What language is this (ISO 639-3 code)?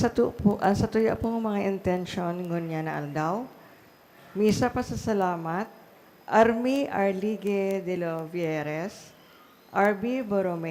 bik